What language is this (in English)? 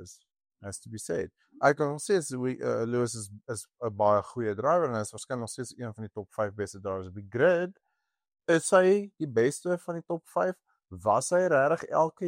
Afrikaans